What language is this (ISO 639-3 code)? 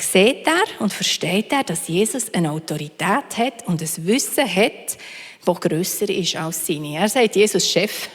gsw